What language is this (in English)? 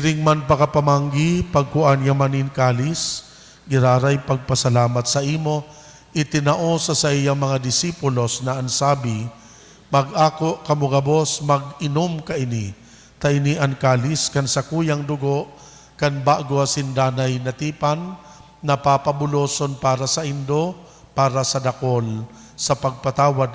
Bikol